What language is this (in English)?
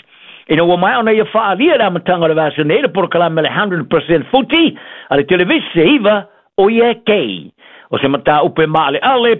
Samoan